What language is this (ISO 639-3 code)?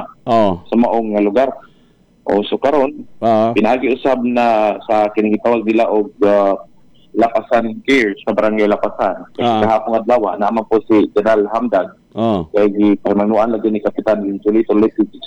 ceb